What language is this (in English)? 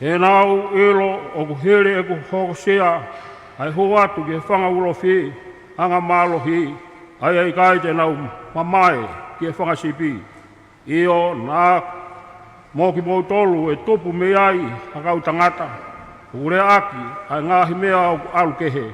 Tongan